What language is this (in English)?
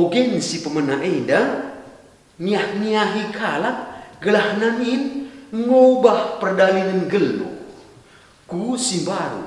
Batak Karo